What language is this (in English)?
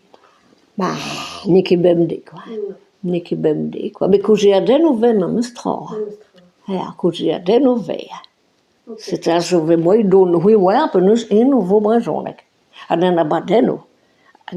Breton